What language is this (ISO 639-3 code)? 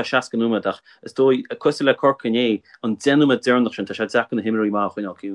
gle